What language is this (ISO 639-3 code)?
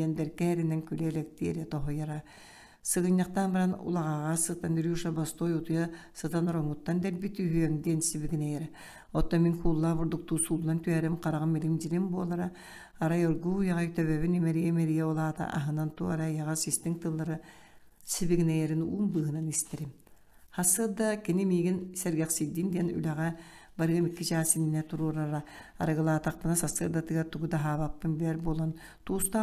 sah